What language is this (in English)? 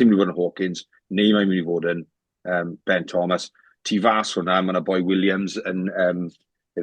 Welsh